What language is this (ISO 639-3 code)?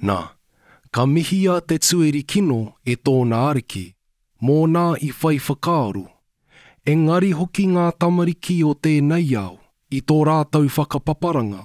mri